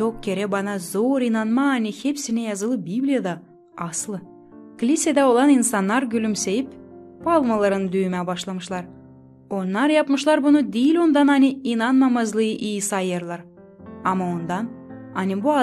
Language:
Gagauz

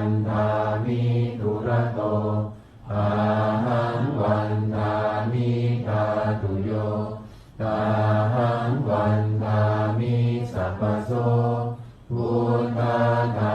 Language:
Pali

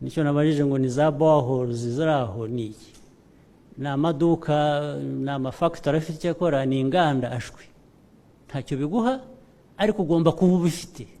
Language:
Kinyarwanda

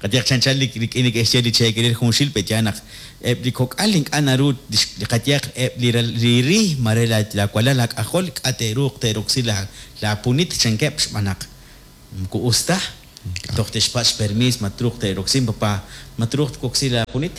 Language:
Kekchí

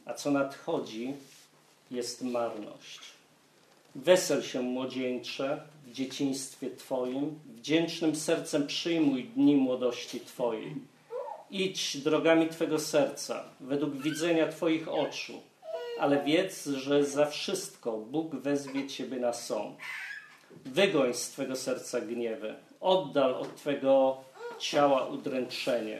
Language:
Polish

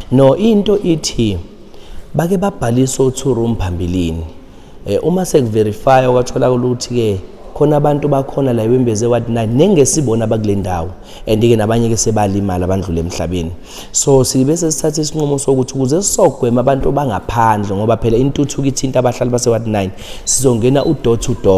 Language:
Zulu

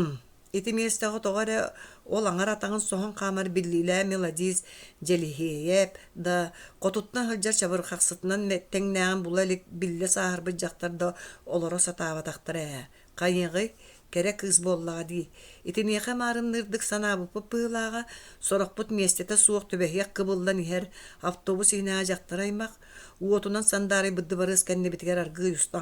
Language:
Yakut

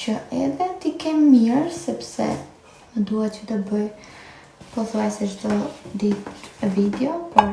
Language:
Albanian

